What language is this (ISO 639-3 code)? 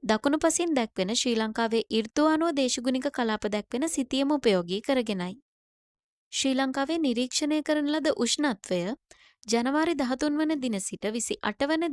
sin